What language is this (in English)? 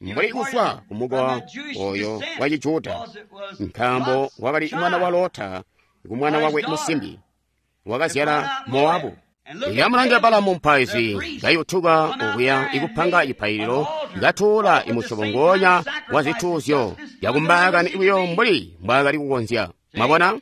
Tonga (Zambia)